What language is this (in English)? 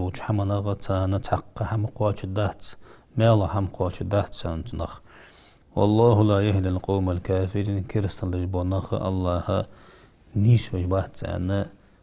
Ingush